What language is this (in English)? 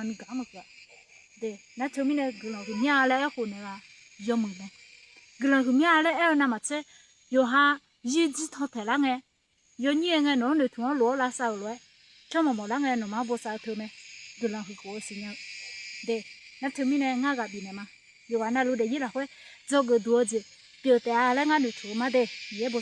Akha